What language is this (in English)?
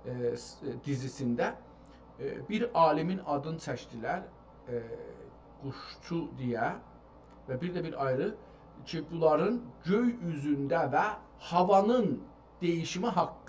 South Azerbaijani